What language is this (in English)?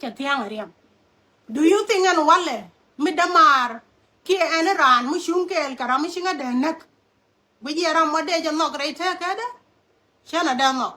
Nuer